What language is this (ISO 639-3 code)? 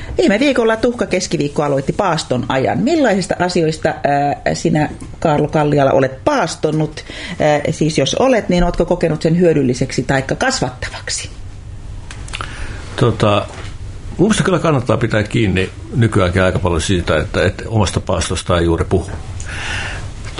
fin